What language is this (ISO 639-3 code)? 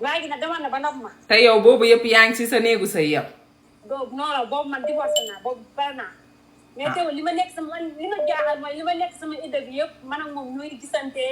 wol